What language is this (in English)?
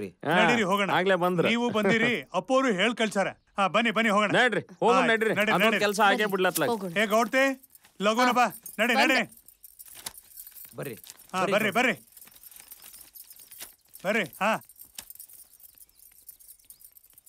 Kannada